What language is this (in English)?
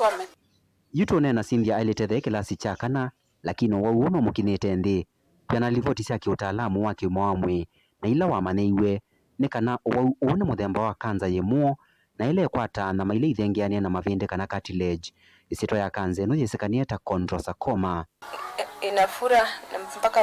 Kamba